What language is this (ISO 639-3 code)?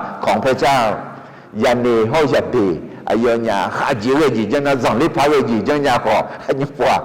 ahk